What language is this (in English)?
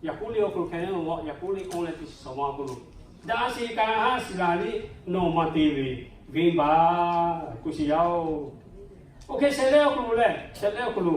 Lahu